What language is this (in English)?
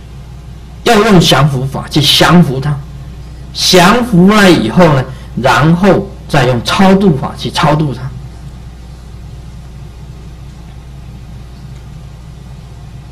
Chinese